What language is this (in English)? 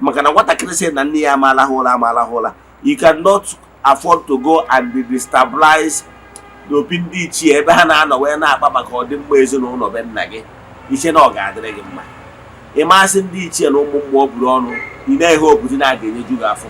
Igbo